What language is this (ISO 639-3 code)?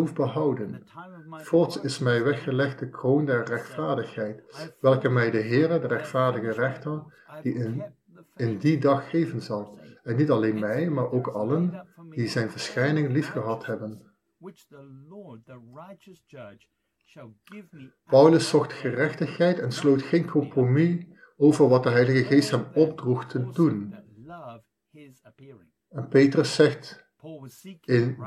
nld